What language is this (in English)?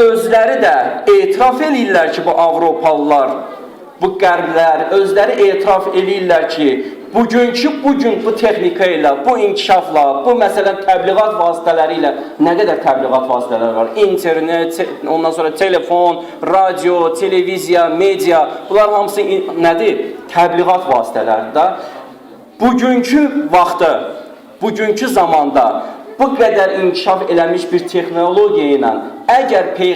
Azerbaijani